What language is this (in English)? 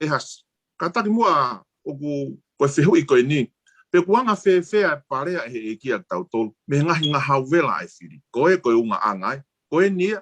Tongan